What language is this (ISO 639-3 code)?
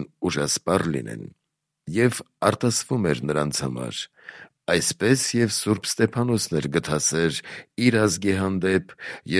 hye